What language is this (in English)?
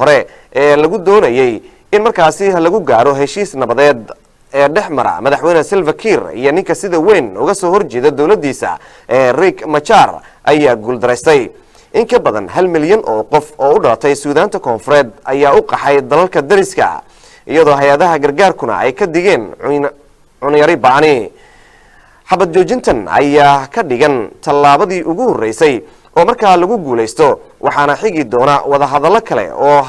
Somali